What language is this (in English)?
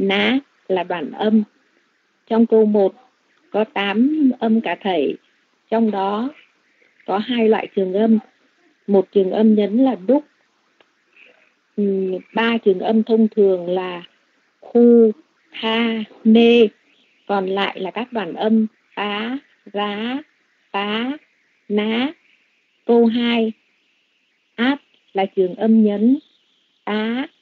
Vietnamese